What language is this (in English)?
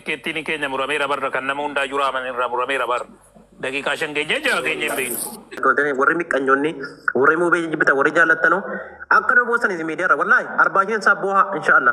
Oromo